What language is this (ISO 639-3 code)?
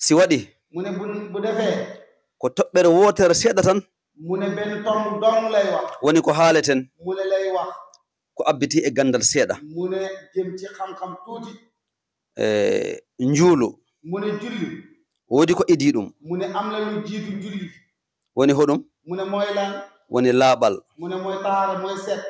ful